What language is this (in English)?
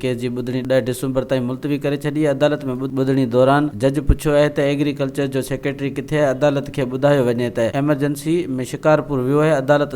Sindhi